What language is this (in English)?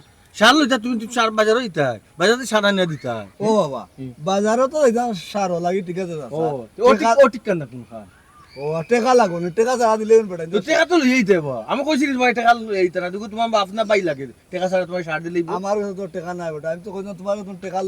Sylheti